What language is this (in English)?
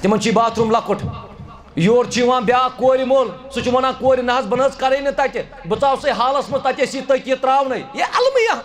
Kashmiri